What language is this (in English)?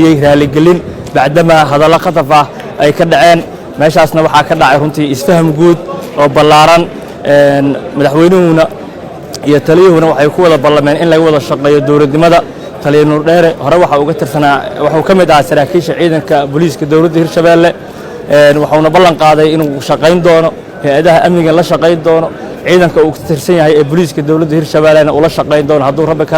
Somali